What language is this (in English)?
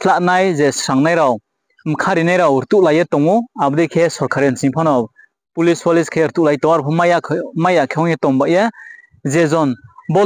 Riang (India)